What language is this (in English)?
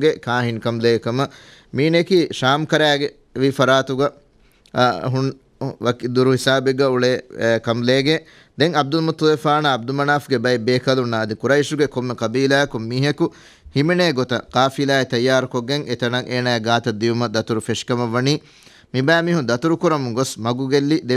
Divehi